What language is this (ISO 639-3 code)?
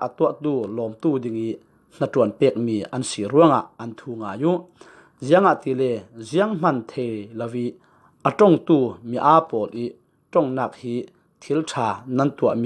cfm